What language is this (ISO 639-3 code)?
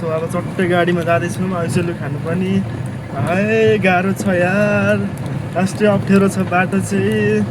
nep